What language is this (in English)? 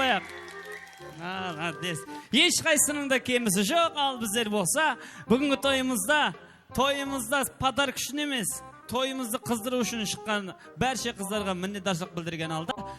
Kara-Kalpak